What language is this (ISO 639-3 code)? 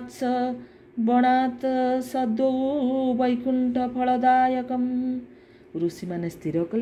ori